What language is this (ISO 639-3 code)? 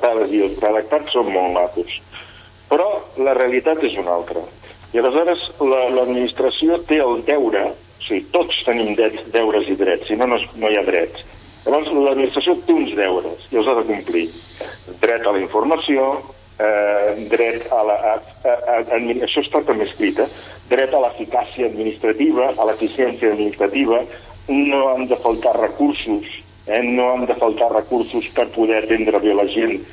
cat